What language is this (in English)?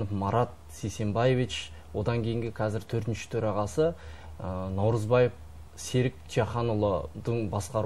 Kazakh